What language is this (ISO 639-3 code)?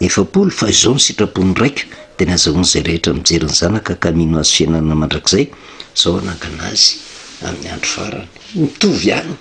mlg